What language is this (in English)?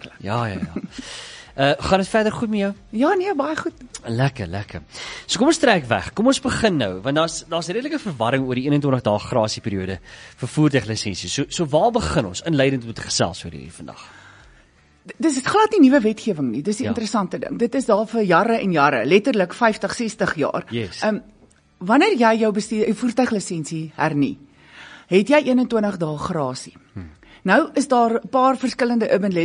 Afrikaans